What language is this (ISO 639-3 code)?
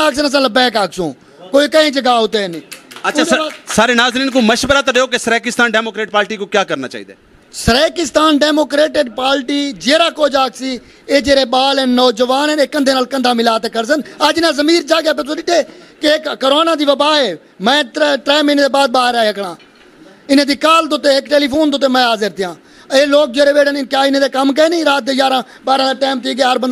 skr